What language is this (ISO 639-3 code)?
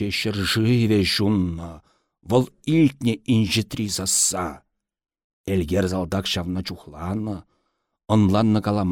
chv